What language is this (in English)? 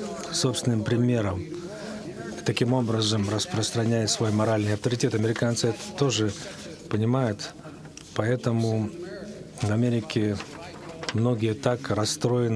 Russian